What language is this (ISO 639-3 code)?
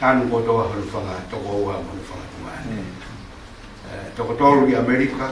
ton